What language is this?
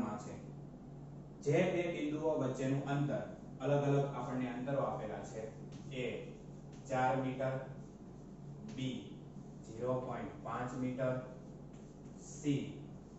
Gujarati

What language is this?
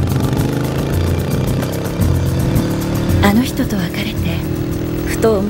Japanese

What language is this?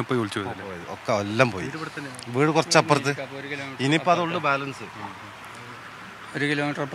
Malayalam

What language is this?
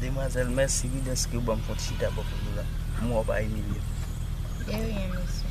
Haitian Creole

